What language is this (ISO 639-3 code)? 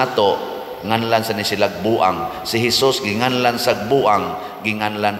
ceb